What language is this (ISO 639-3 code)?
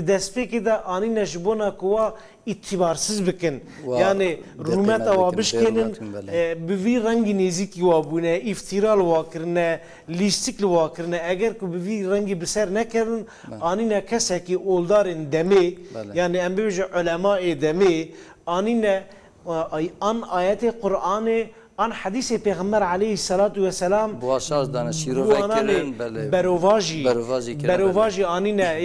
kur